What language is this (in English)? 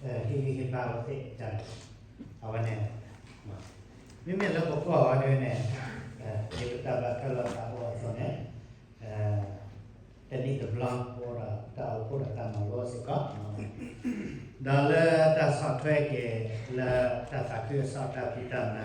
S'gaw Karen